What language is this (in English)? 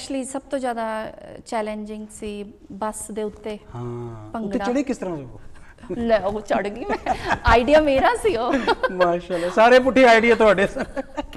Punjabi